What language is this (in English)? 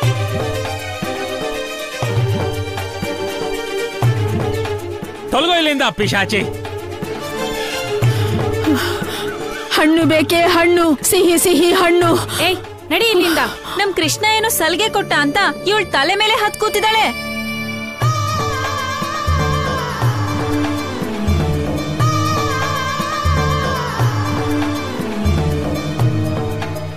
Kannada